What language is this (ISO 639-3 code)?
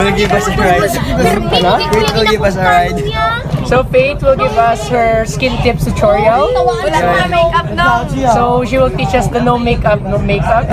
hil